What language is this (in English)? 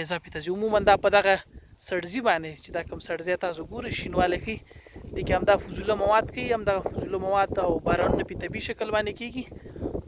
Pashto